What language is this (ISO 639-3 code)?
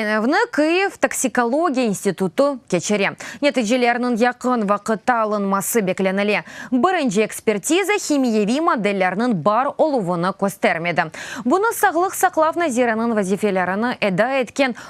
crh